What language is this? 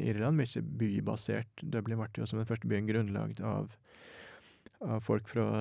Norwegian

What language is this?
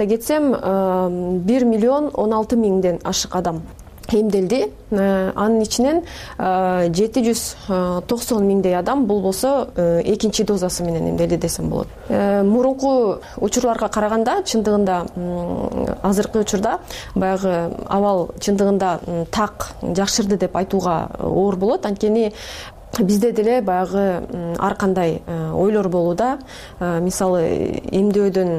Kyrgyz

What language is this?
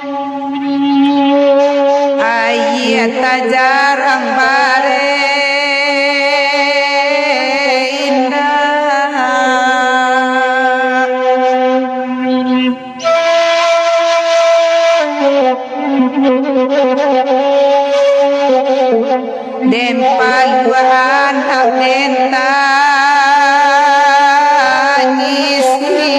Minangkabau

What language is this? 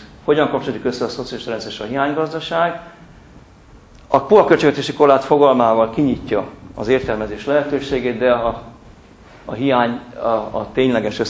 Hungarian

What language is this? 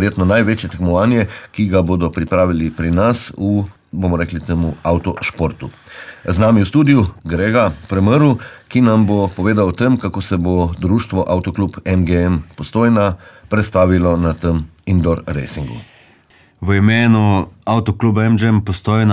Slovenian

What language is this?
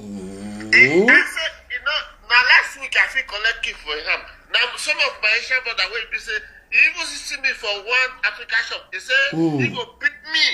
Nigerian Pidgin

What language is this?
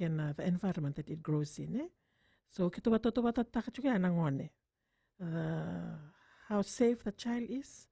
Fijian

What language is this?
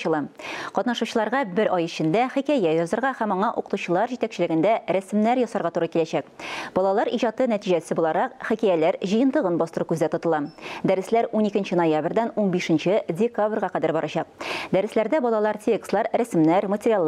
Tatar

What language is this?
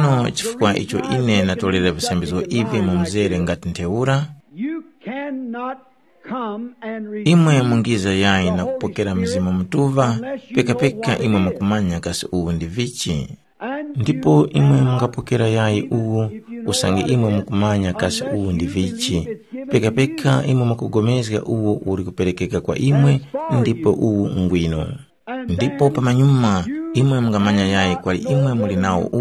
Tumbuka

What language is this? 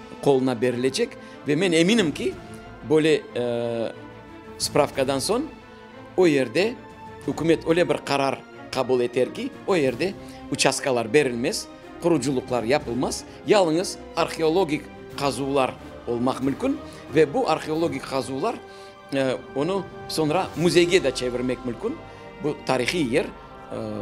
Crimean Tatar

